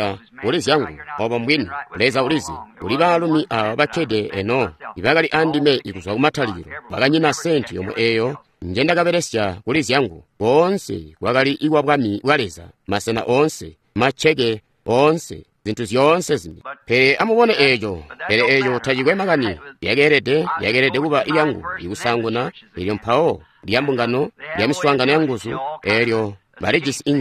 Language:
Tonga (Zambia)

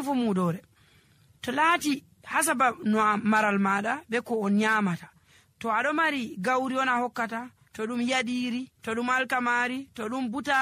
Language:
Nigerian Fulfulde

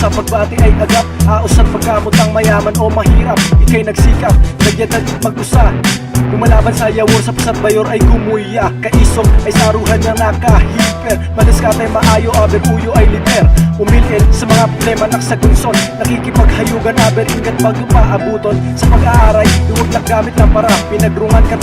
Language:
Bantoanon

